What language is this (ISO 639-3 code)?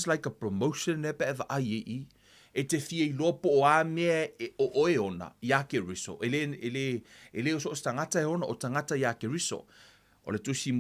smo